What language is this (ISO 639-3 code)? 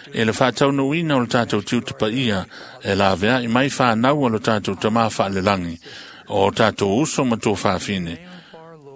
smo